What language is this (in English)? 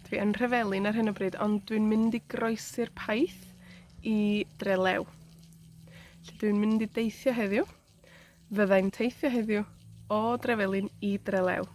Welsh